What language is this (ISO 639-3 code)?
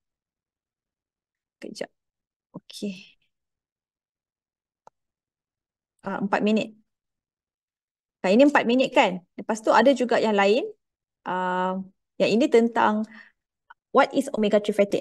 msa